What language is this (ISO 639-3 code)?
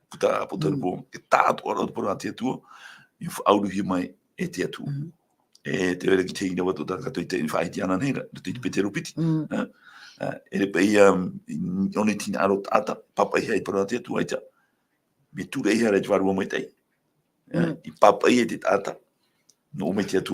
tah